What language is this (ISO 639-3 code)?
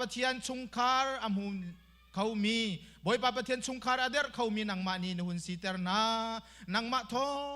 cnh